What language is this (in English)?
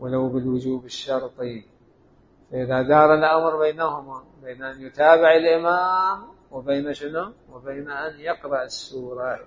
Mesopotamian Arabic